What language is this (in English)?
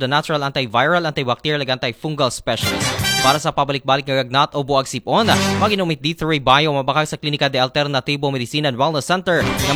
Aklanon